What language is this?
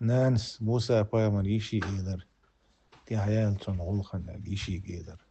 Chechen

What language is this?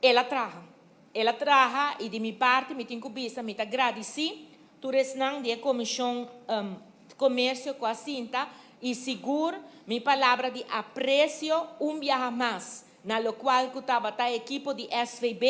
Papiamento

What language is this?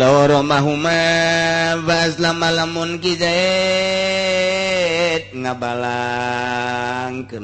Sundanese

